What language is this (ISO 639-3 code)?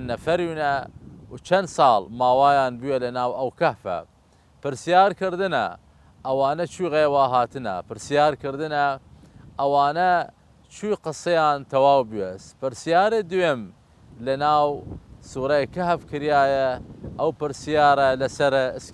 sdh